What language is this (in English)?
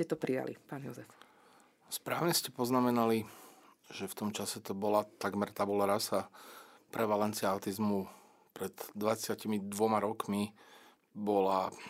Slovak